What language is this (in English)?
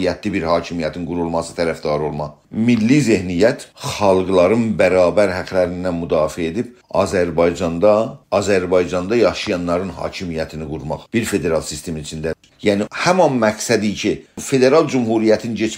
South Azerbaijani